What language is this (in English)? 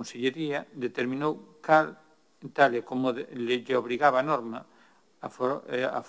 Galician